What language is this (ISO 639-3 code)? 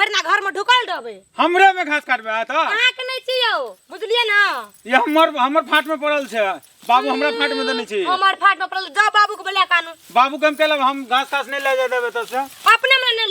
mai